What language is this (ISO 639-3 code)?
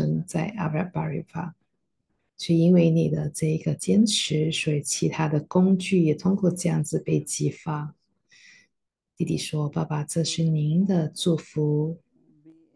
zho